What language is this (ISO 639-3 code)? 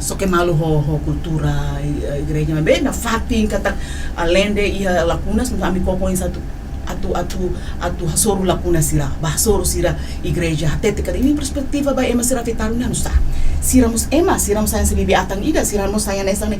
tet